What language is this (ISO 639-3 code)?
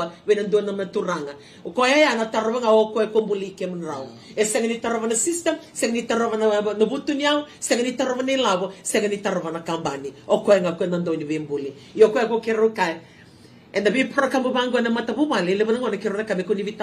fij